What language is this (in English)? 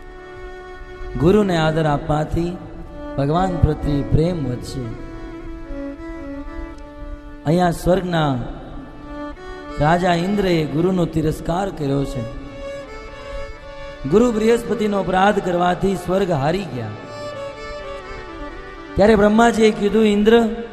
Gujarati